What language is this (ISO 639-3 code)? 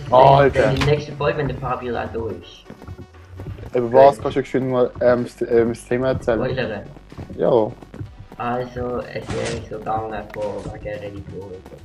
gsw